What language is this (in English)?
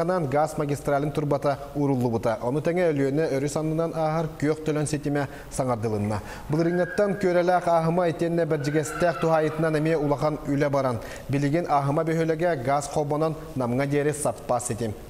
Yakut